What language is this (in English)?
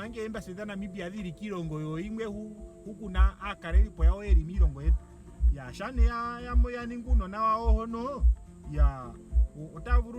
Ndonga